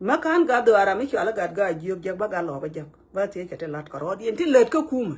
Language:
Nuer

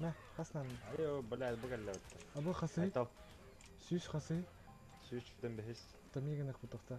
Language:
Yakut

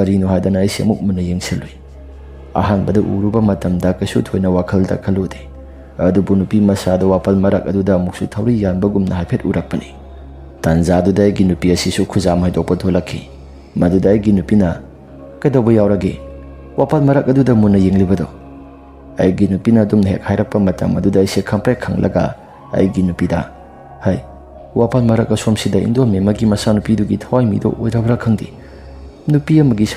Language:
Manipuri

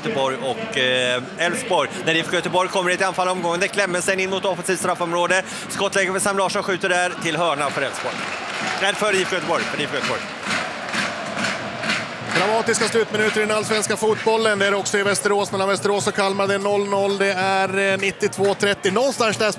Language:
Swedish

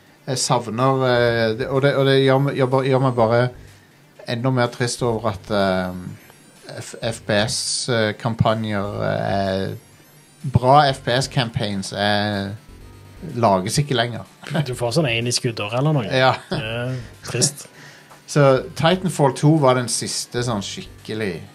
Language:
Norwegian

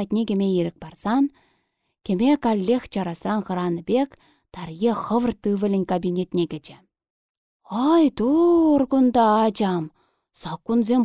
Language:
Chuvash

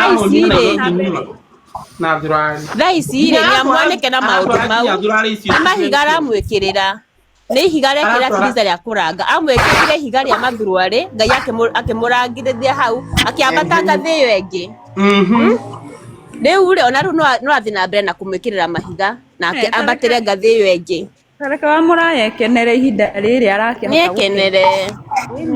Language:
Kikuyu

